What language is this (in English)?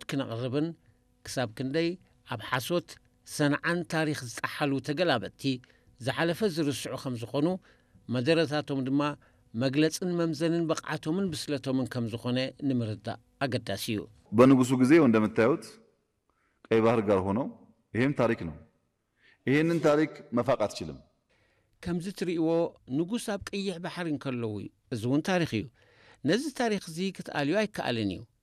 Tigrinya